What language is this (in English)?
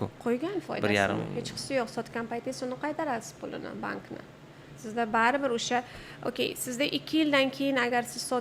Uzbek